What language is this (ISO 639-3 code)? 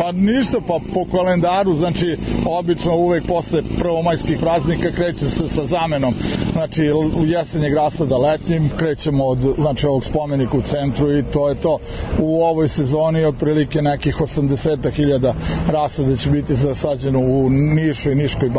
srp